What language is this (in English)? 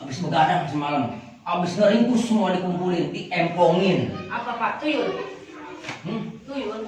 Betawi